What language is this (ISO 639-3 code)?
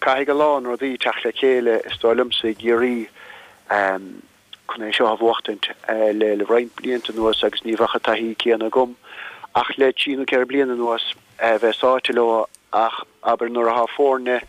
gle